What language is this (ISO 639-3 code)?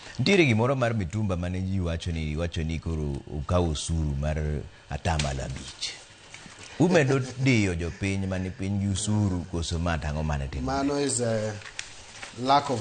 luo